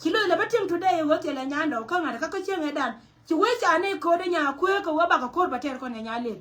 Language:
Nuer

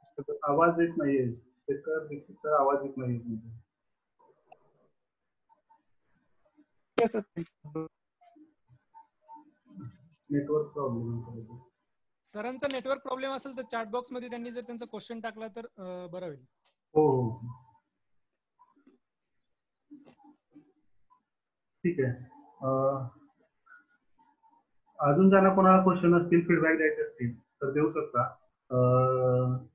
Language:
Marathi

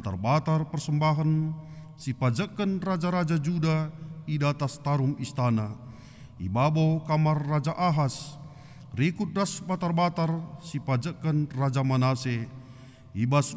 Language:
Batak Karo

